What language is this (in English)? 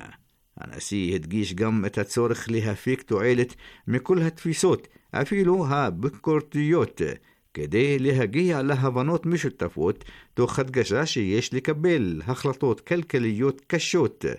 Hebrew